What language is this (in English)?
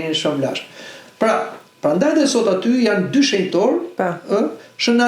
Albanian